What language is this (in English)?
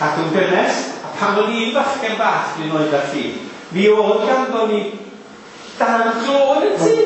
Welsh